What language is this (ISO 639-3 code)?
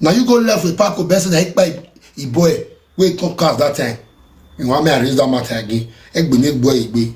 pcm